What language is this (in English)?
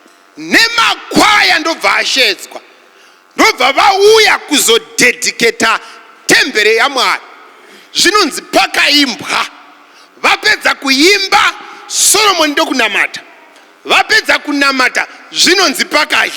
Shona